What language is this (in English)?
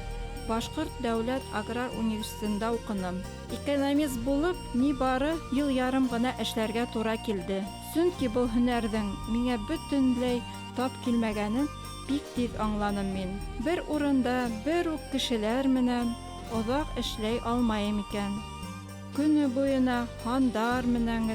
Bashkir